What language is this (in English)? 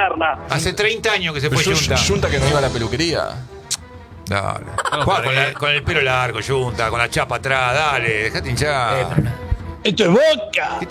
Spanish